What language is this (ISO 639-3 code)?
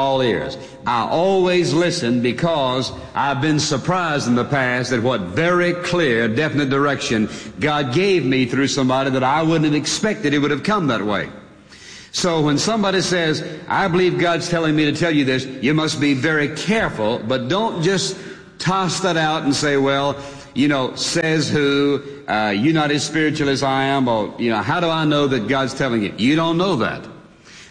eng